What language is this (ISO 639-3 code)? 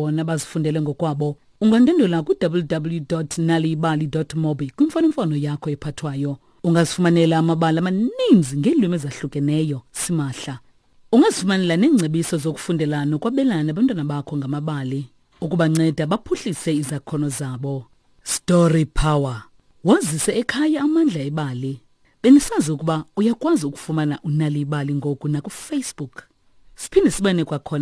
xho